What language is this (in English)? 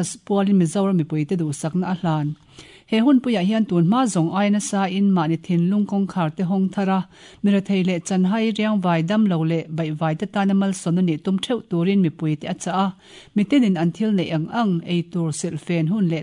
Mizo